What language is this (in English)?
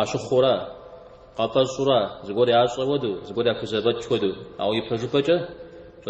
Kabardian